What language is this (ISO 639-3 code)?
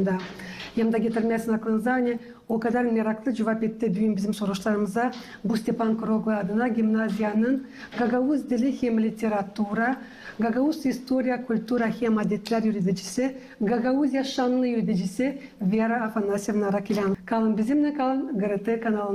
gag